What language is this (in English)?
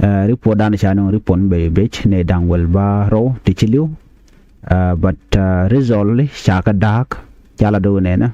Nuer